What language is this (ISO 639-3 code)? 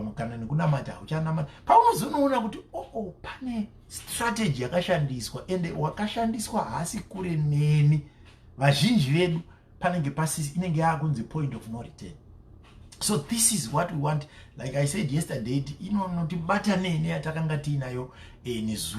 sna